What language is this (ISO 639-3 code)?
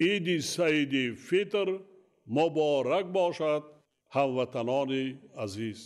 tgk